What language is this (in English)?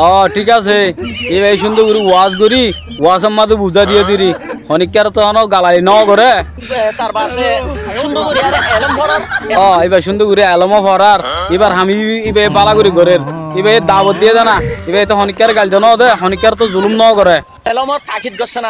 Rohingya